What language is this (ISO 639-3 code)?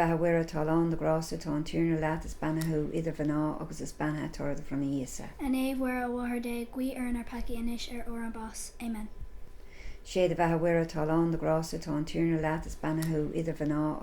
gle